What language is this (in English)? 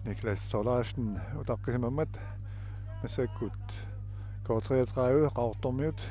Kalaallisut